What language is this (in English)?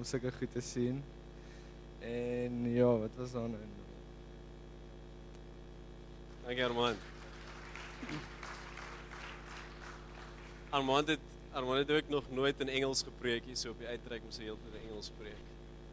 Afrikaans